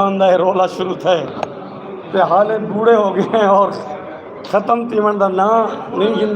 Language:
Saraiki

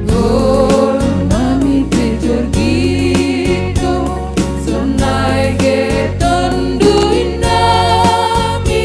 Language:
Batak Simalungun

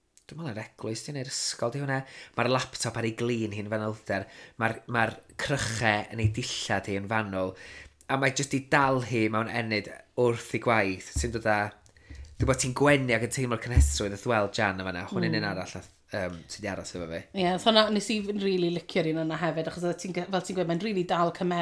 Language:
Welsh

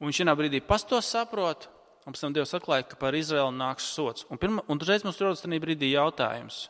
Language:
Latvian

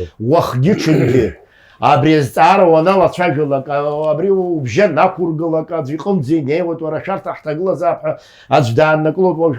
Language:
Abkhazian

